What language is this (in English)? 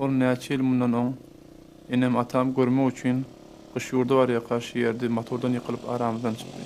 Turkmen